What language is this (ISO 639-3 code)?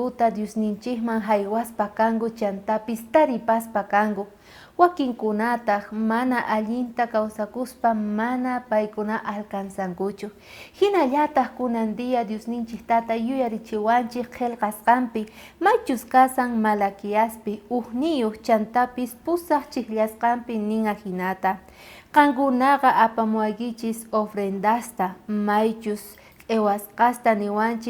quh